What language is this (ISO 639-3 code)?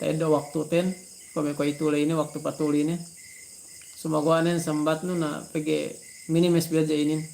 yka